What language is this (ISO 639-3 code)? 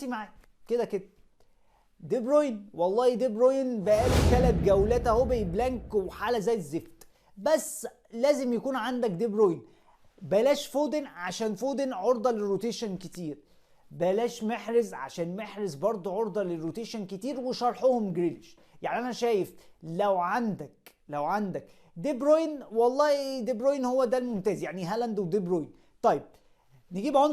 arz